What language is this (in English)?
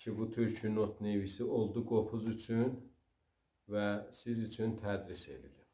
South Azerbaijani